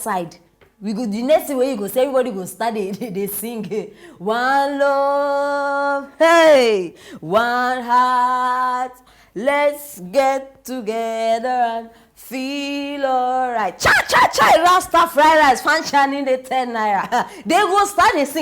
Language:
Nigerian Pidgin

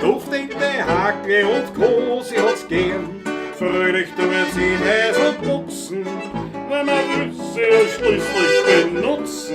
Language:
Bavarian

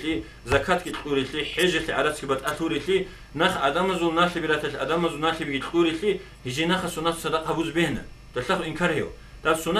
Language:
Avaric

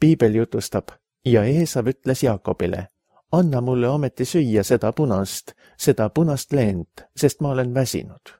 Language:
Estonian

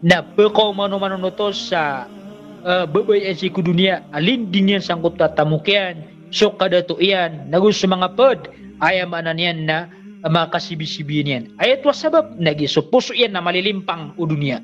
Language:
Maranao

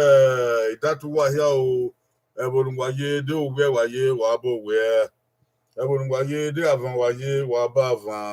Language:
Bini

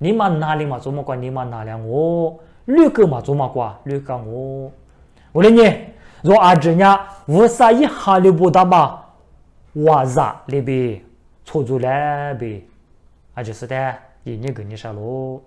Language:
Lisu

